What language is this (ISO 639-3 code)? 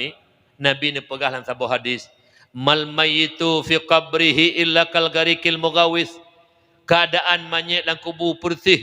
ace